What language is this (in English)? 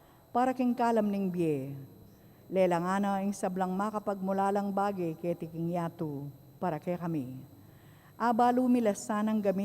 Pampanga